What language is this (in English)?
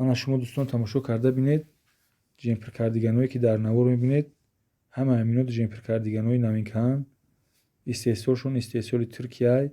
Tajik